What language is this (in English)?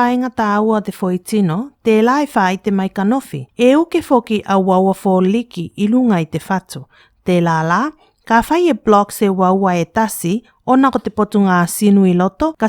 Tuvalu